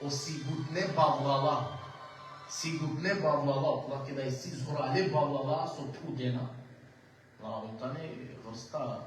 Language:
Balkan Romani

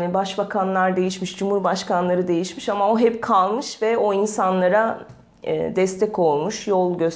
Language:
Turkish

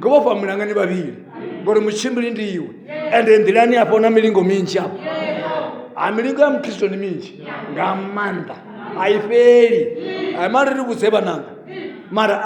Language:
Venda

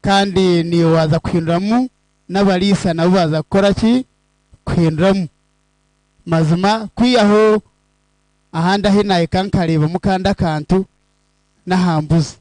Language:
Nyankole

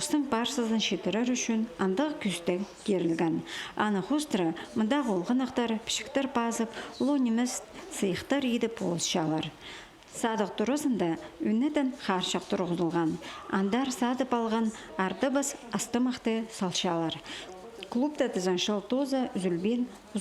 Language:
Khakas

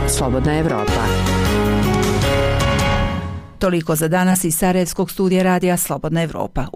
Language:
Bosnian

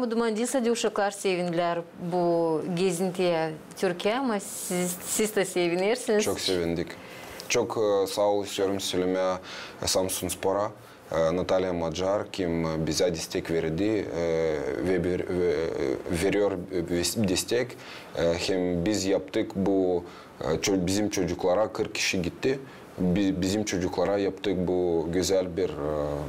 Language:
Gagauz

